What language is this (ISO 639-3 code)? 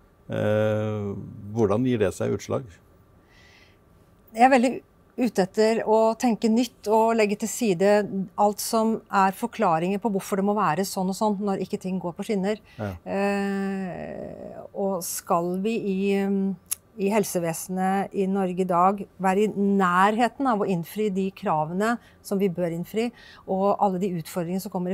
nor